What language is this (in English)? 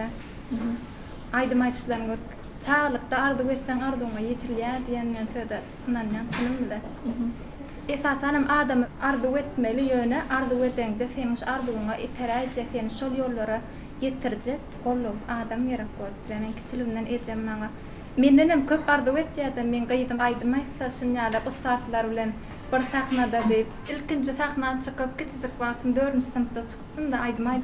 Turkmen